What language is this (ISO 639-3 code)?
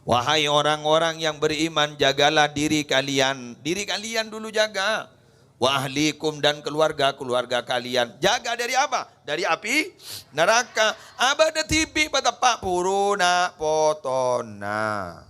mad